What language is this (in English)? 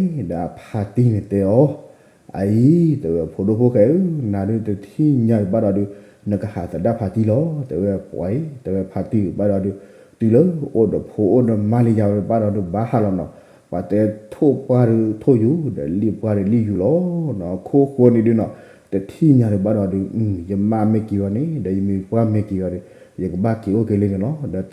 S'gaw Karen